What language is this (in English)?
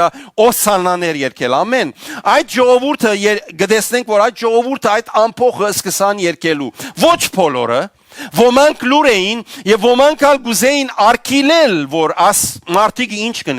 Western Armenian